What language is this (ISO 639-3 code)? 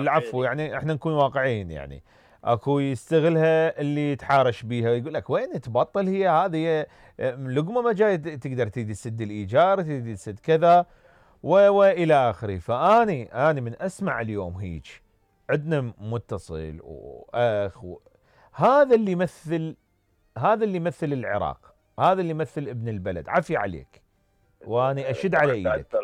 acm